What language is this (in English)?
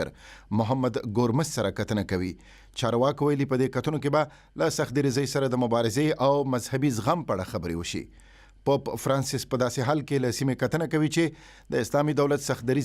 Pashto